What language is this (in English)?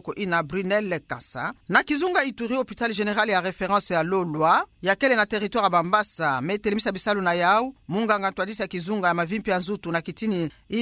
Kituba (Democratic Republic of Congo)